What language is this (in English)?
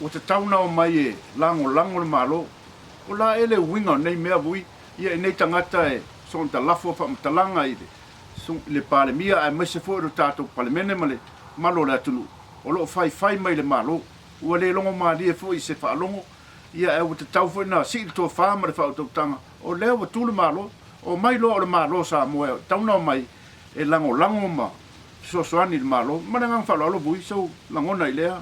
Samoan